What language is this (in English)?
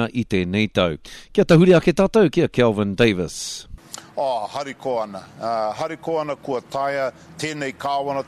Māori